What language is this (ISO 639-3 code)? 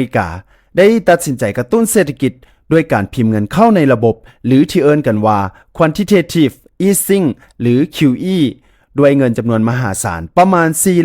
lao